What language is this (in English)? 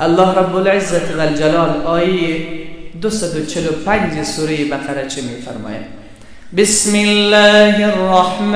Persian